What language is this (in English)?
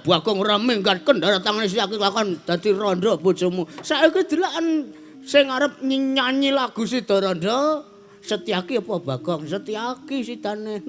Javanese